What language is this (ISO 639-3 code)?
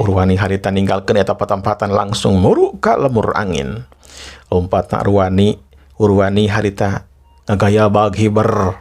sun